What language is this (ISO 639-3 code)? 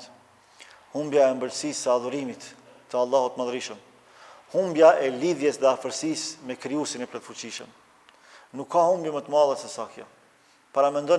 sqi